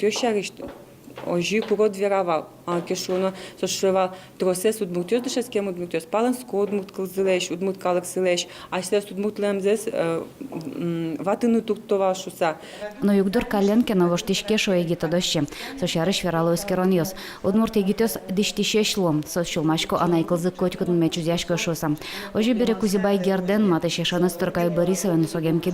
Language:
Udmurt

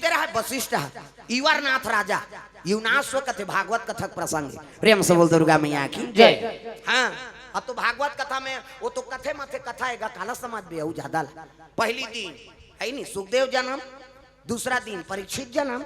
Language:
Chhattisgarhi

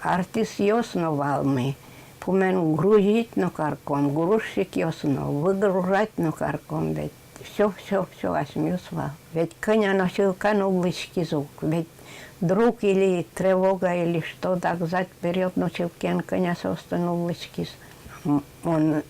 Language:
Udmurt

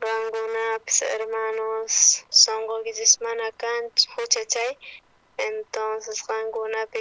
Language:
South Bolivian Quechua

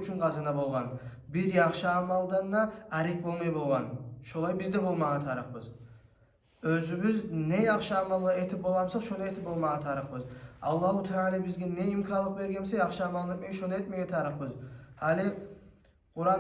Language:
Kumyk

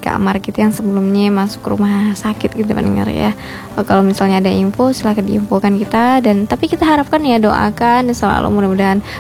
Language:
Indonesian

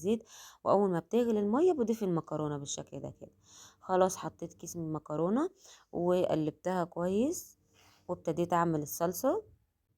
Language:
Egyptian Arabic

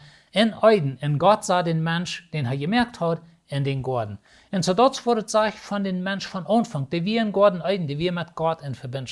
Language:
Plautdietsch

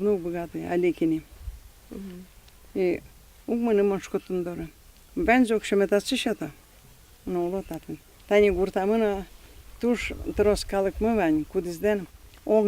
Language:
Udmurt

